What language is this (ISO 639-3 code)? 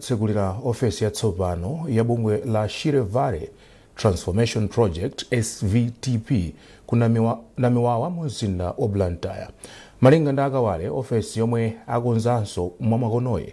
nya